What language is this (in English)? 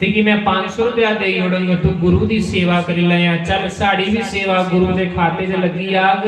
Dogri